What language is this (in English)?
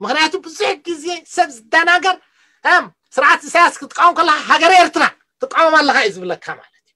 Tigrinya